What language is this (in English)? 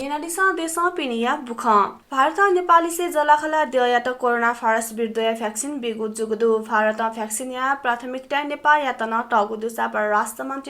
Newari